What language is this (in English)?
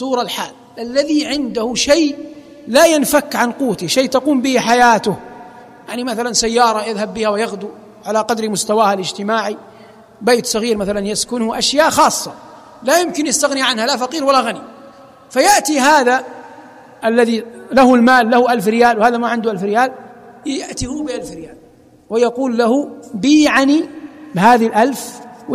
Arabic